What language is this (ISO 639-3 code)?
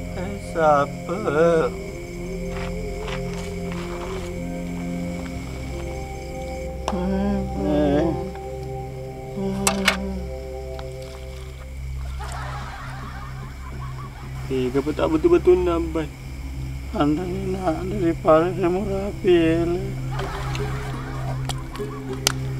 msa